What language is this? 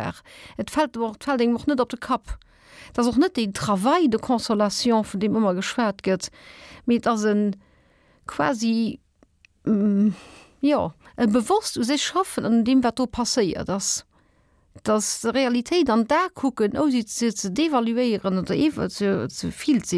Luxembourgish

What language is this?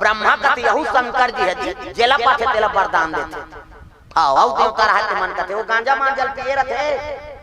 Chhattisgarhi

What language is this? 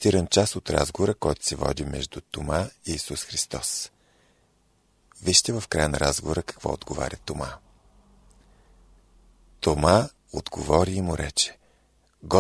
Bulgarian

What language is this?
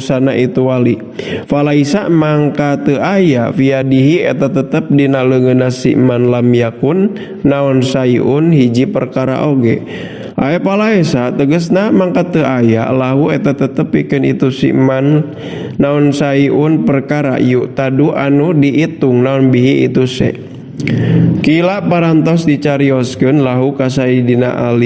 Sundanese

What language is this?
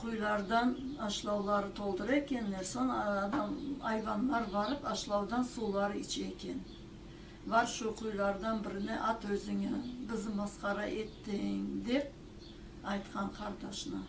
Crimean Tatar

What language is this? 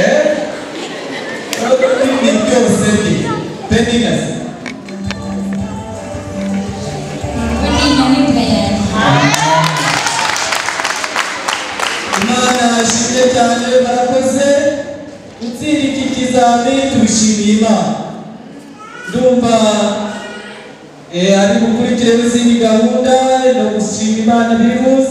Kinyarwanda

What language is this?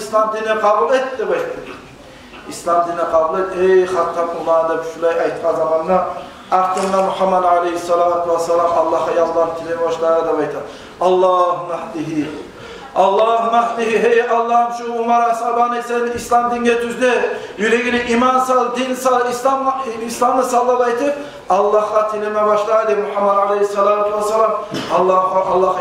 Kumyk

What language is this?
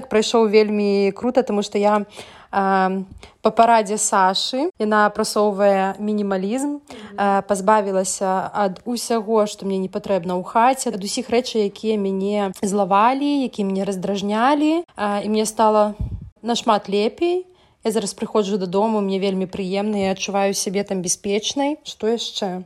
Belarusian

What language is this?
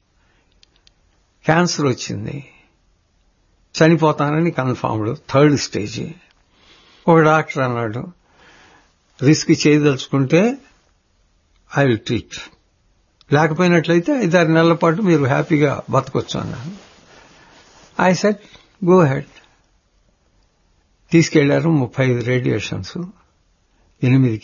Telugu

